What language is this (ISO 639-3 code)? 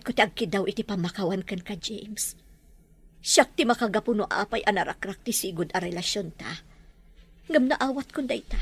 ilo